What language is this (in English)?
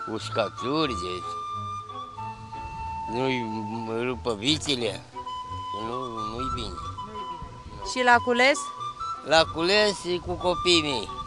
Romanian